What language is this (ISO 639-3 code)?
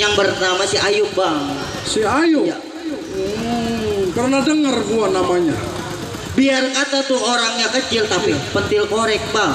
bew